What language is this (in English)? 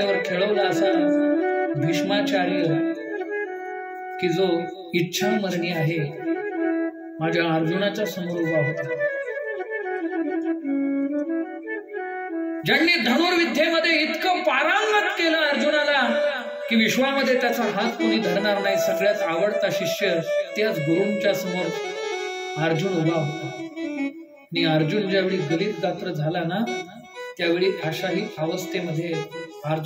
Marathi